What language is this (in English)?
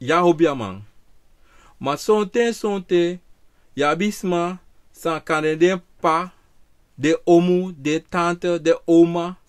Sranan Tongo